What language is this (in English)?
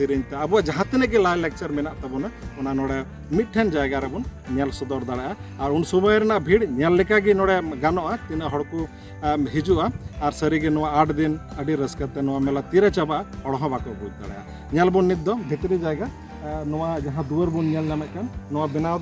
Santali